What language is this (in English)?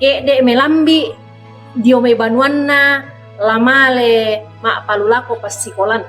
Toraja-Sa'dan